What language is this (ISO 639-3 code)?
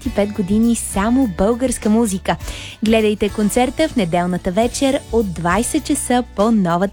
bul